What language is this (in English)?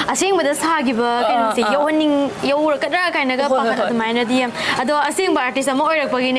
Manipuri